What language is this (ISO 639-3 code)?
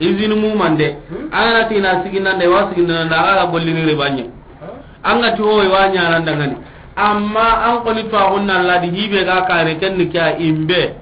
snk